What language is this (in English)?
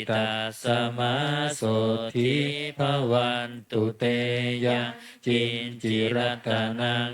Pali